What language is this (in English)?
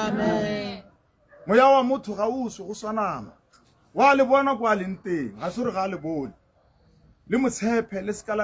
Tswana